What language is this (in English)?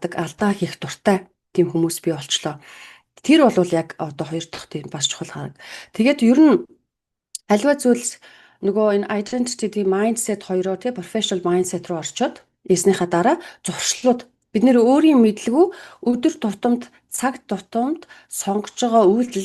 Mongolian